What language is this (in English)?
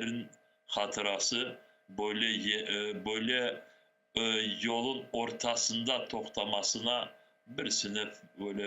Crimean Tatar